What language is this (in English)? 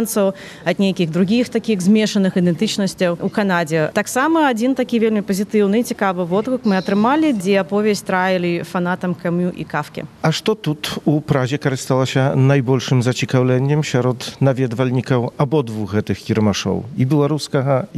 Belarusian